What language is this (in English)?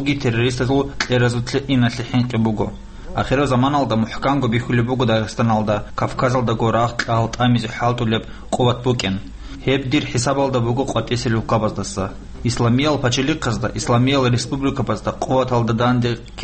Avaric